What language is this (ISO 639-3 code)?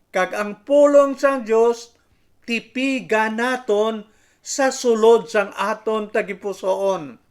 hil